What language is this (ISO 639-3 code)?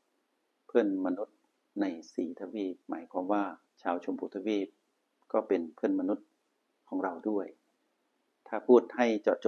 tha